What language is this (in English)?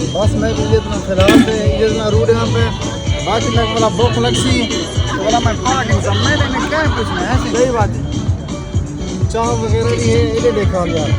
Saraiki